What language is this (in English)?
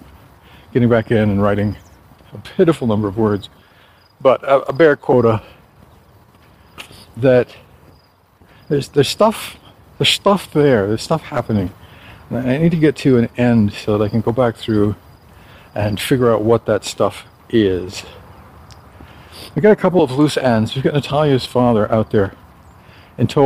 English